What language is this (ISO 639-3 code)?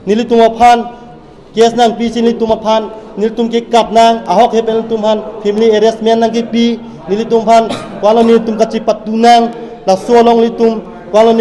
mjw